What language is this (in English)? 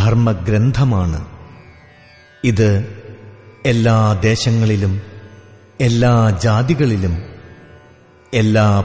Malayalam